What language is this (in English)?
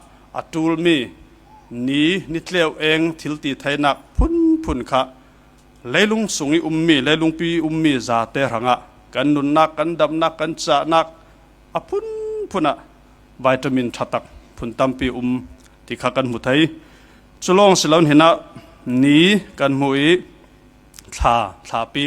Falam Chin